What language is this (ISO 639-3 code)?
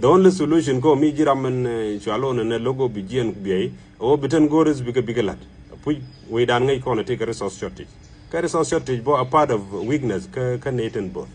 nus